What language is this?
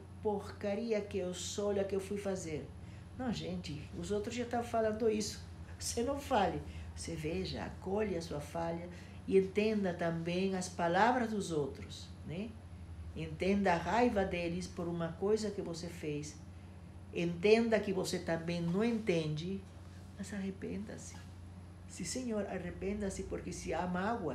Portuguese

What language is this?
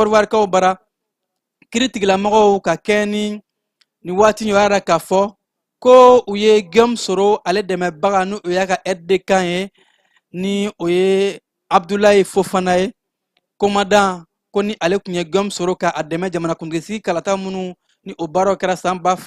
Bambara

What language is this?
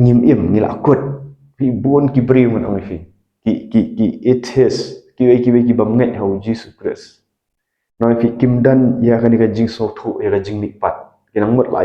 Khasi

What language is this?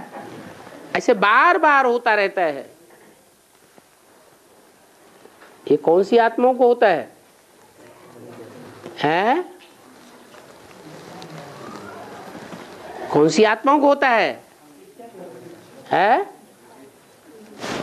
Hindi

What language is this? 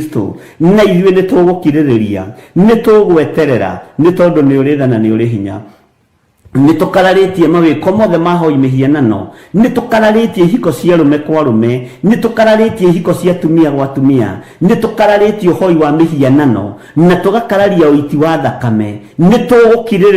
Kikuyu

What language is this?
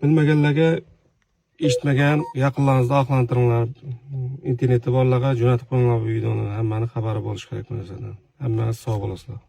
Uzbek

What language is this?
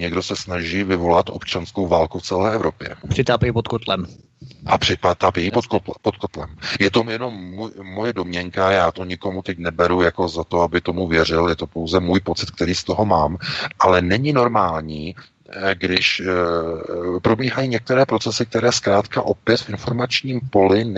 Czech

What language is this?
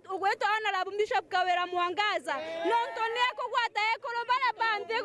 Meru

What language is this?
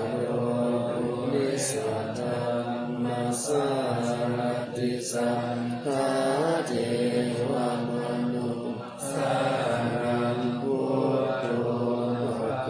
Pali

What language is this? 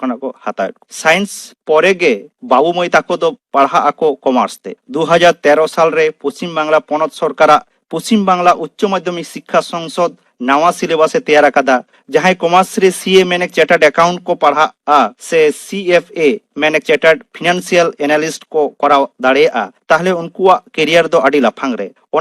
Santali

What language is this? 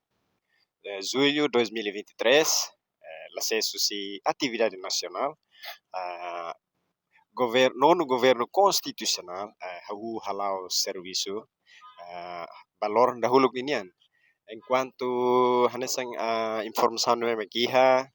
Tetum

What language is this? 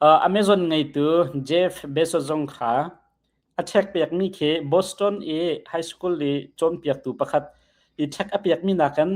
Hakha Chin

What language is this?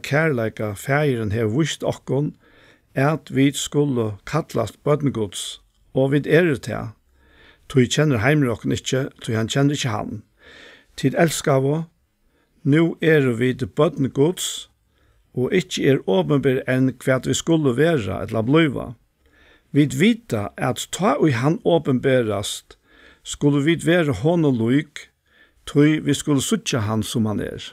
Faroese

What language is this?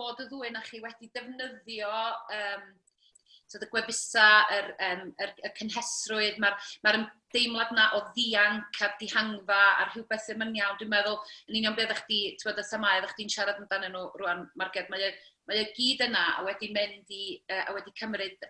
Welsh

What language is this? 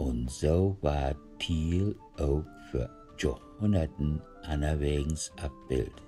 Low German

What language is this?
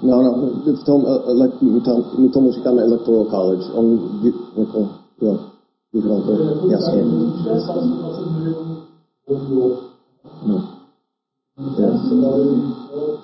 Czech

